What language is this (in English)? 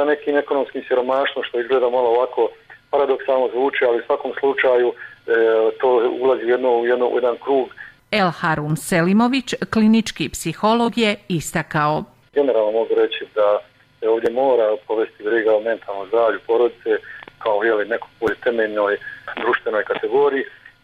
Bosnian